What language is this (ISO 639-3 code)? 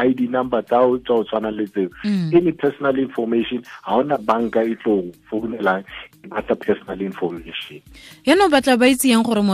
sot